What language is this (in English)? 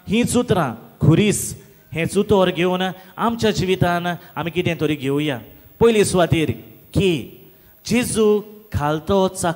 Konkani